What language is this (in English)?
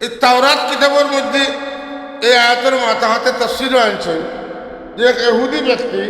Sylheti